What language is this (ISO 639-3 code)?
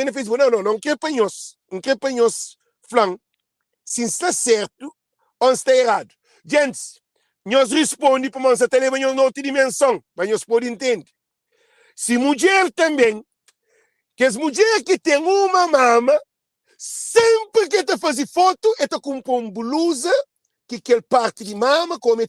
kea